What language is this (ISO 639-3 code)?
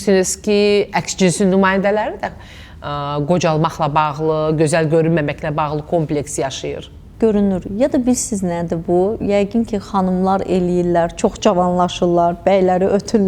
aze